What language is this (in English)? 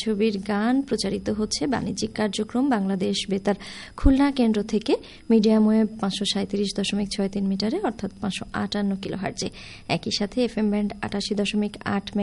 Bangla